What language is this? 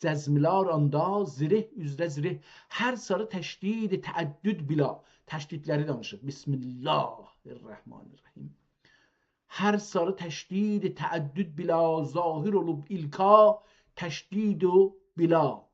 South Azerbaijani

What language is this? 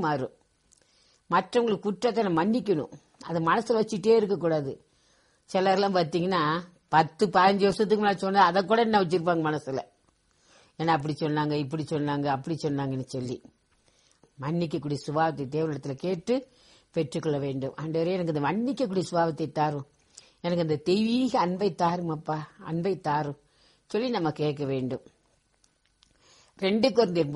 Tamil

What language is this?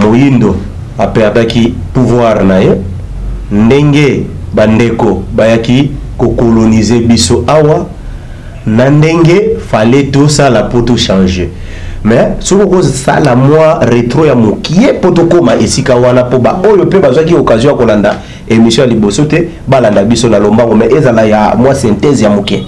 Lingala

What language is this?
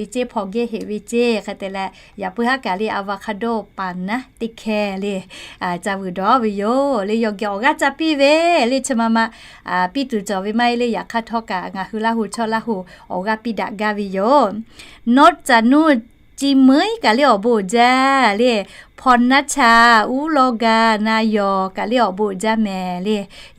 Lahu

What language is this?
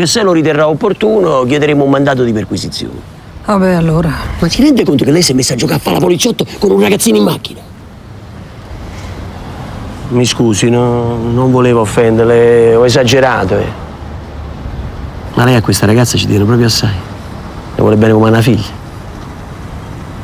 Italian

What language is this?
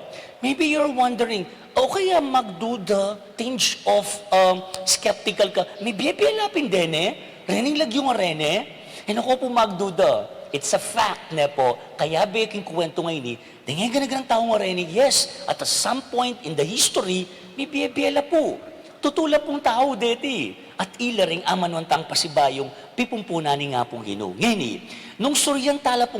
Pampanga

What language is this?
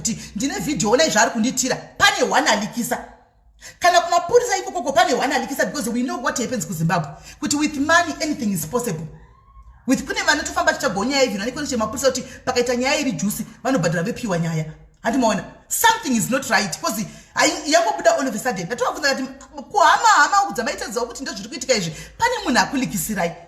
Shona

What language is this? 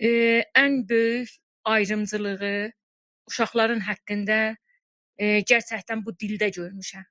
South Azerbaijani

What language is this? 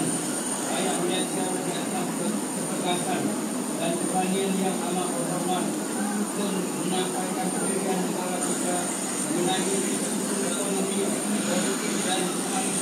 Malay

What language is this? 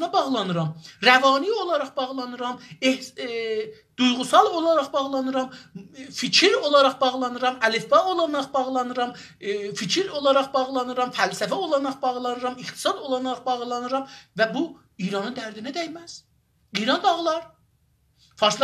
South Azerbaijani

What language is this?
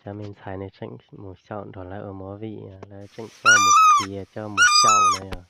Hmong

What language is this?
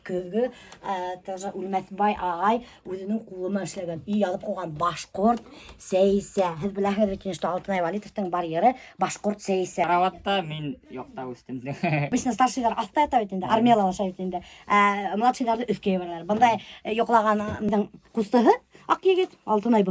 Bashkir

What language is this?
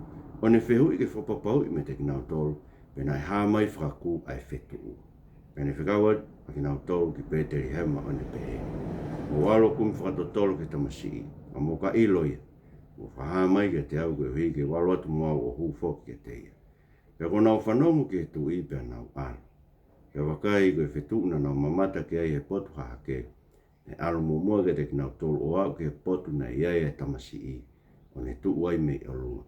Tongan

